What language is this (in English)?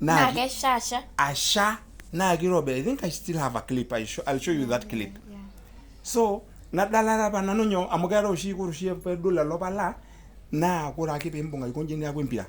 Masai